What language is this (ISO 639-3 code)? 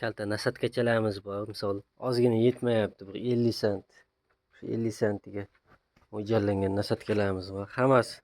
uzb